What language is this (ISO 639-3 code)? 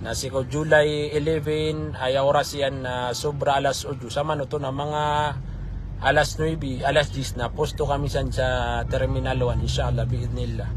mrw